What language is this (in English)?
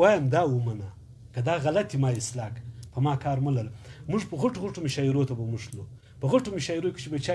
Pashto